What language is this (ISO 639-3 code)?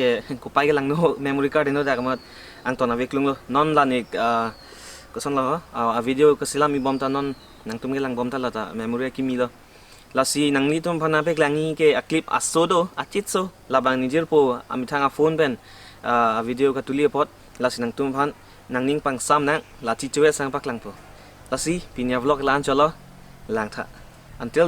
mjw